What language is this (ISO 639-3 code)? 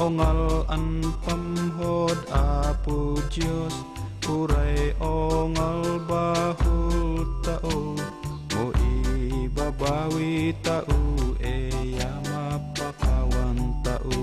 ifk